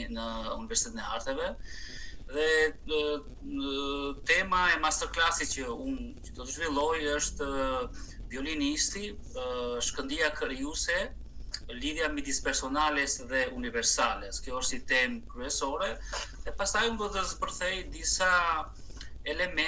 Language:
Albanian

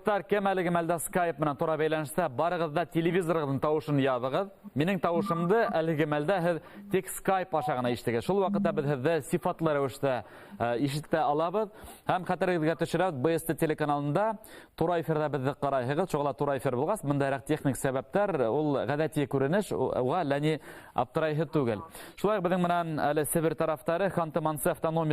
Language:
Bashkir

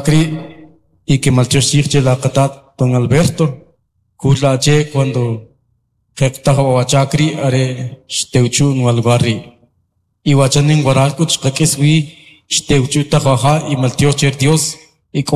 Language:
Kʼicheʼ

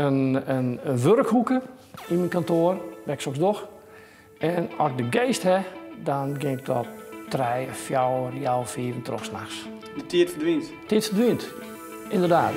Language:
Western Frisian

